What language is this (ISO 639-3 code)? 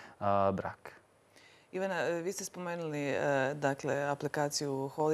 hrv